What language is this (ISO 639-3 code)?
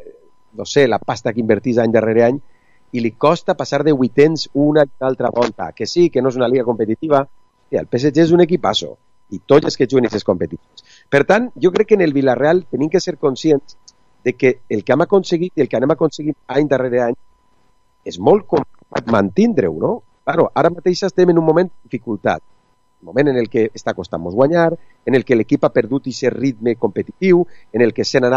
cat